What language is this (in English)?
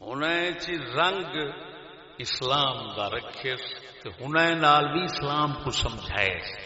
Saraiki